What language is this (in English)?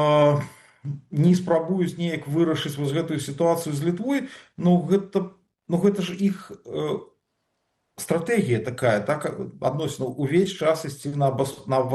Belarusian